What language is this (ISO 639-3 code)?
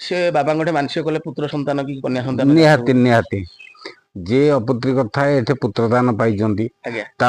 ori